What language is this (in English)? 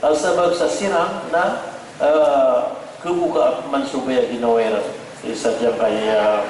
Maranao